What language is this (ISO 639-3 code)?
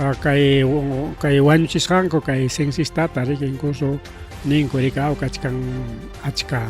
quy